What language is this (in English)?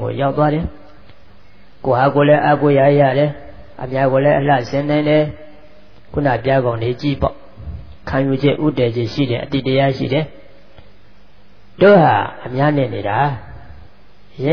Burmese